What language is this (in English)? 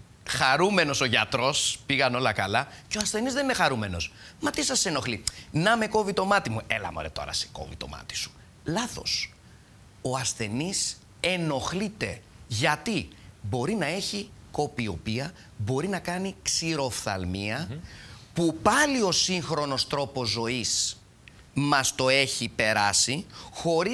Greek